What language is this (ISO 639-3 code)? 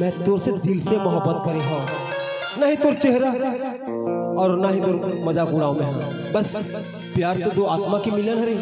hne